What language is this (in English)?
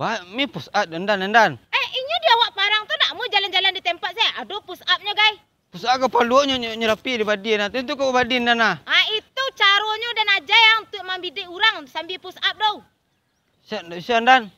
Minangkabau